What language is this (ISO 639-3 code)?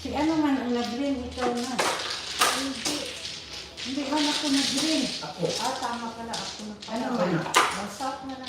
ceb